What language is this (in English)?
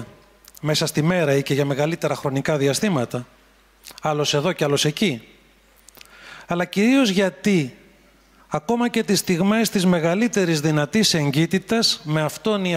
Greek